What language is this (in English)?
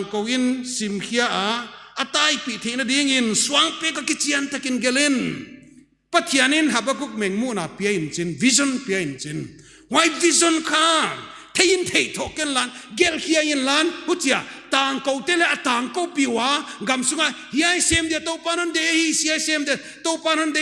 Paite Chin